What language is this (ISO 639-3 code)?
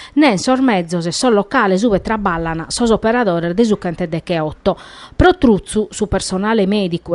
srd